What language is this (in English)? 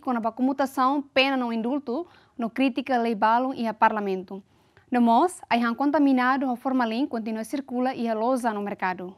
Tetum